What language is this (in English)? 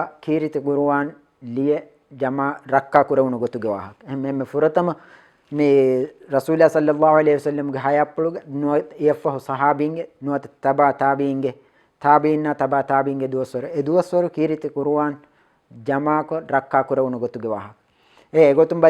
Divehi